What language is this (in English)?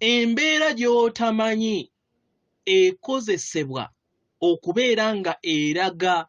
Ganda